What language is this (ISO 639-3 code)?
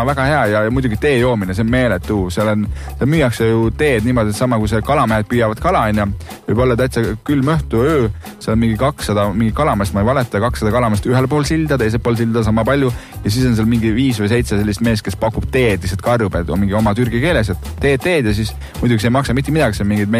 est